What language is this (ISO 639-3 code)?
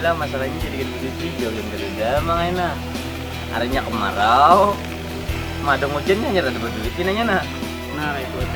bjn